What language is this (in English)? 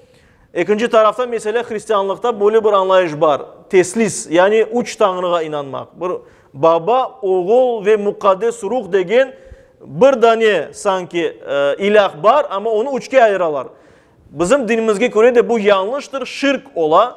Crimean Tatar